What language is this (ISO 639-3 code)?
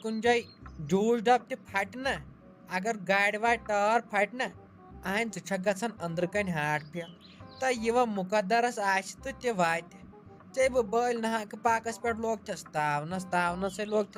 kas